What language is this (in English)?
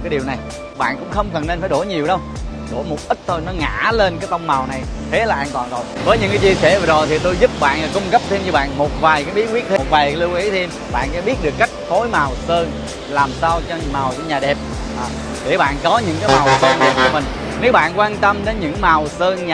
Vietnamese